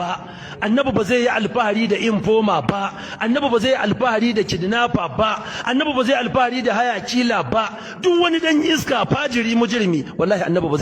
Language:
Hausa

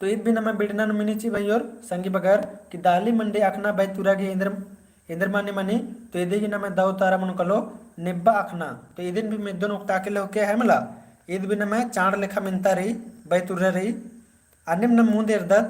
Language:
Kurukh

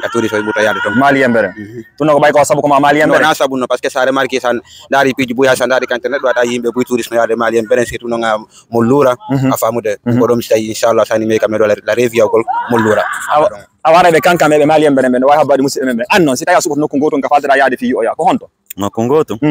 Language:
Fula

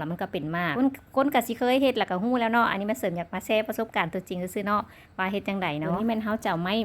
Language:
Lao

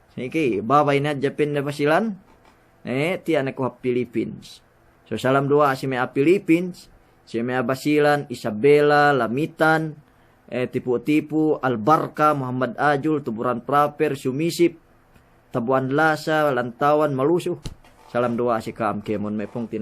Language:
Yakan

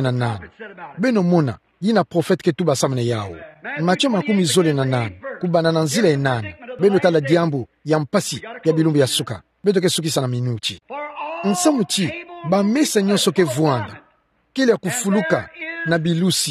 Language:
Kituba (Democratic Republic of Congo)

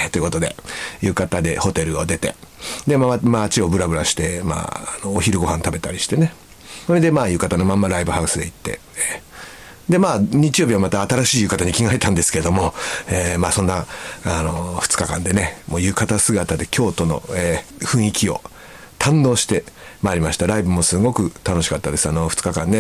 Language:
Japanese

